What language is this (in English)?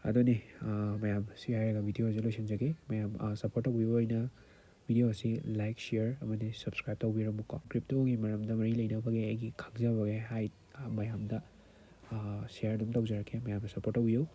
Manipuri